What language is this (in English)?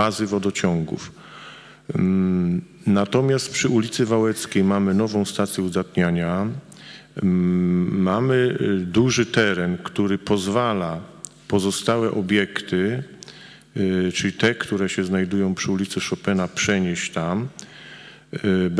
Polish